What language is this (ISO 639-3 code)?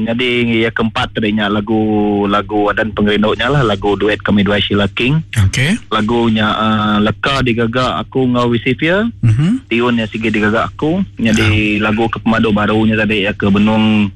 iba